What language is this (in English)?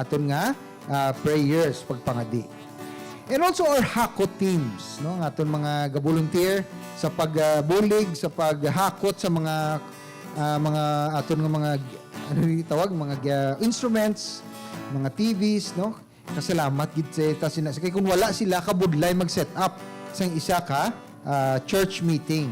Hiligaynon